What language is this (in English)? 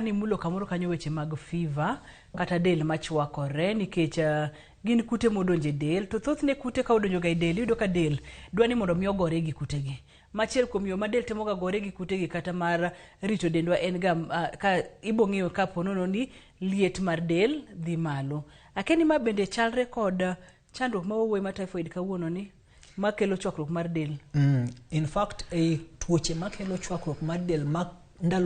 Luo (Kenya and Tanzania)